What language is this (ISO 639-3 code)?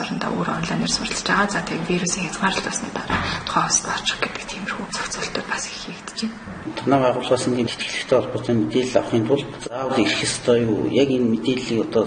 mon